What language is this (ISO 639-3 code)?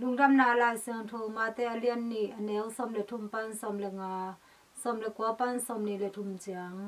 ctd